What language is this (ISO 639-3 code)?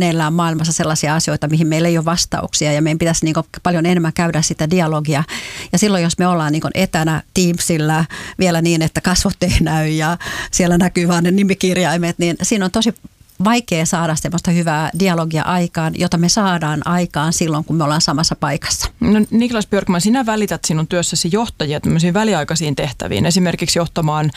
fin